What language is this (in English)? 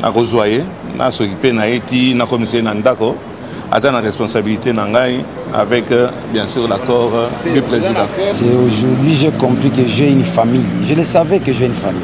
Lingala